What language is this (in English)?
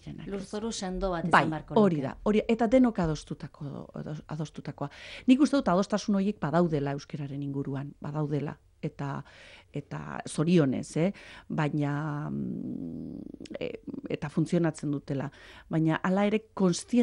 Basque